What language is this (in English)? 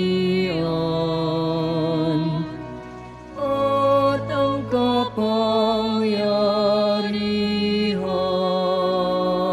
Filipino